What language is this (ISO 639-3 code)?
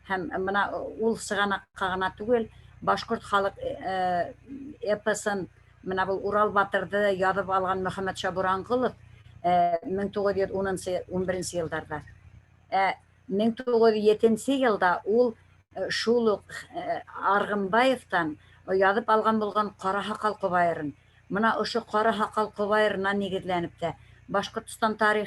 bak